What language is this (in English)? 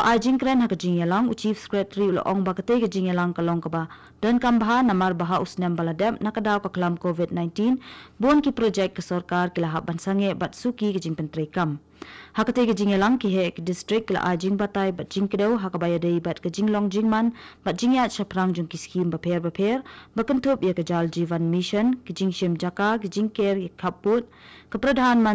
Khasi